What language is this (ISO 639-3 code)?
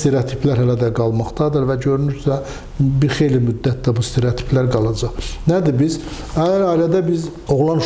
aze